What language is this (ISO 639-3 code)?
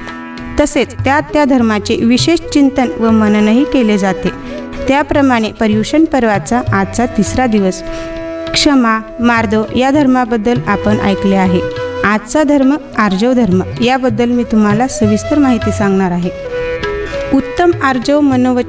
mar